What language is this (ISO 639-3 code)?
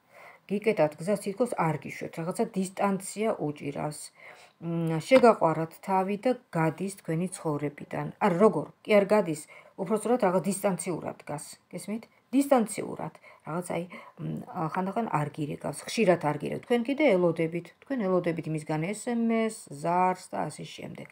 kat